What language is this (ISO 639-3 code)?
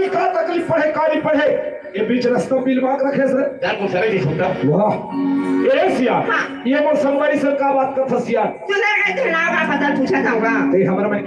hne